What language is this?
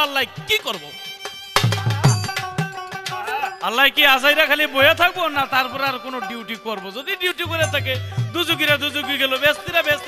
Bangla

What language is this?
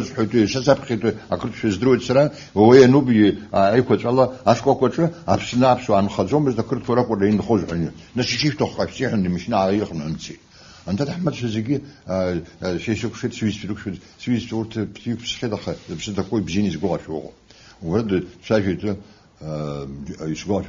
Abkhazian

